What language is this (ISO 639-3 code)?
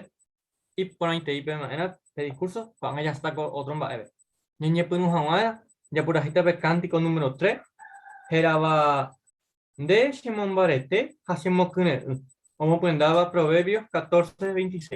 grn